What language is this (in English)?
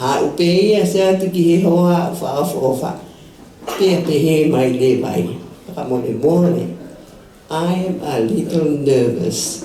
Tongan